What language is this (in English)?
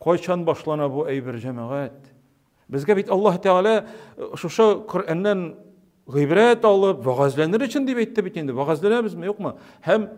Tatar